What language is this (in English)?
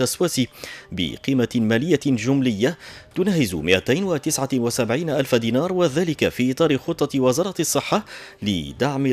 Tunisian Arabic